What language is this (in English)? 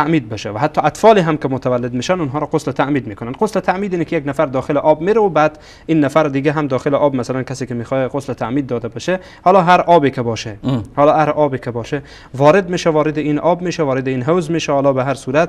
Persian